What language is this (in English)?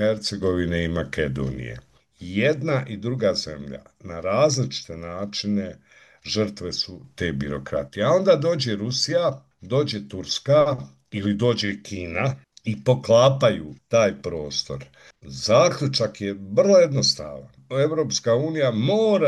Bosnian